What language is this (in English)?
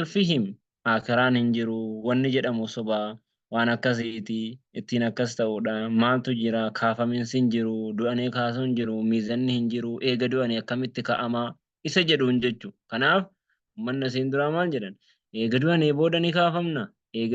Oromo